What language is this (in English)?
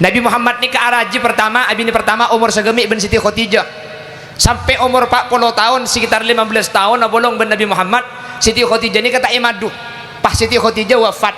Madurese